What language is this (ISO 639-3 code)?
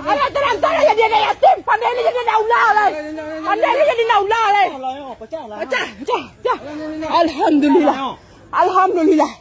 min